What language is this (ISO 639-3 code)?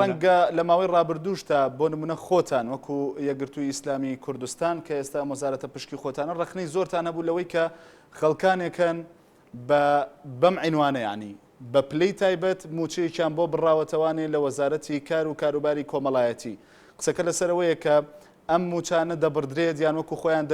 ckb